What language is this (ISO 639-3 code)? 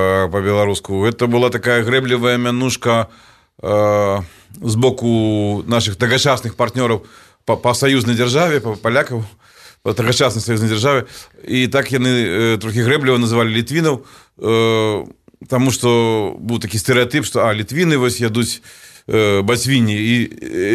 bel